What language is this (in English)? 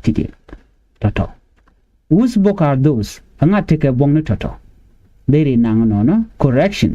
Nuer